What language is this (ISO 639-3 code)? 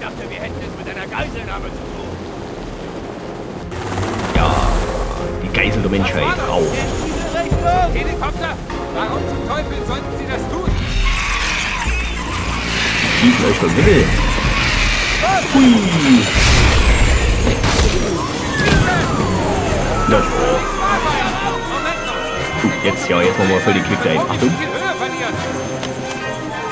deu